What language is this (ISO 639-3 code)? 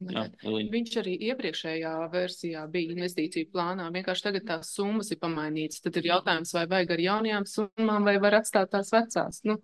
lav